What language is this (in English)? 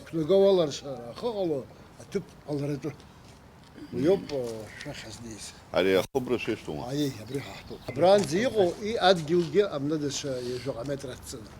Abkhazian